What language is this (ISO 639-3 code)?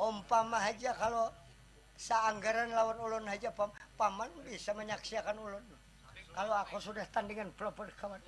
bjn